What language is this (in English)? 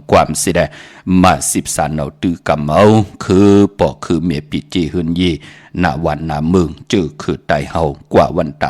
Shan